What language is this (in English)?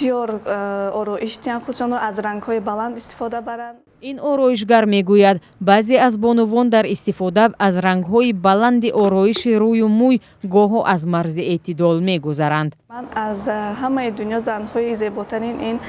Tajik